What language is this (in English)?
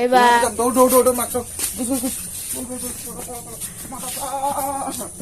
Assamese